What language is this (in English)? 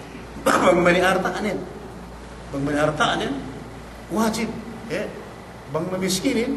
Yakan